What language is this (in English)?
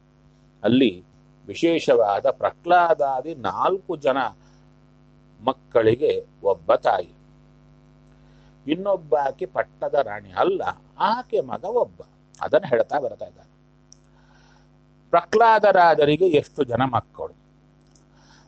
Kannada